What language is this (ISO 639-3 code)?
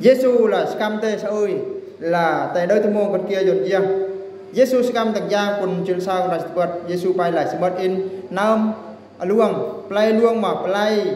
bru